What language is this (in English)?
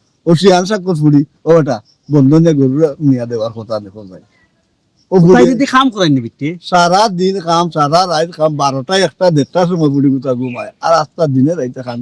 Sylheti